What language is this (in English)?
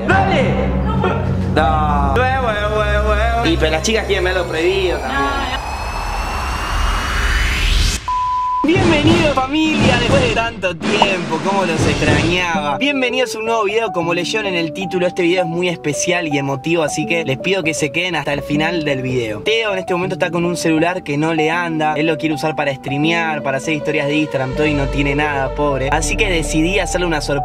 Spanish